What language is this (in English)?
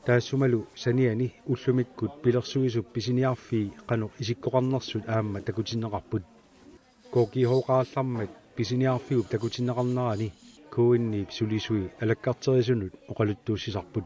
Kalaallisut